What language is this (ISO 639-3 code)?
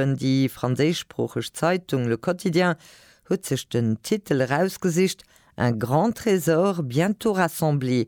ltz